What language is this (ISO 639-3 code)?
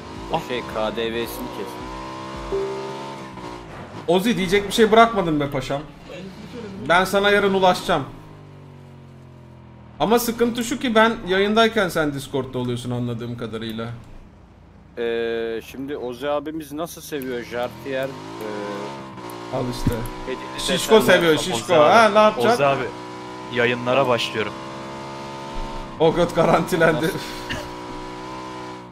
tur